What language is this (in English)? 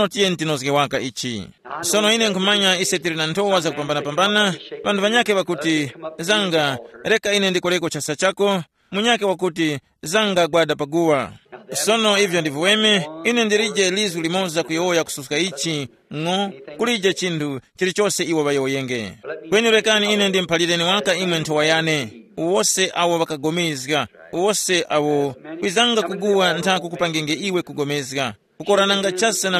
Tumbuka